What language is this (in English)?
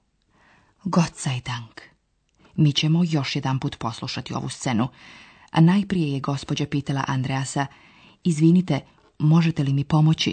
Slovenian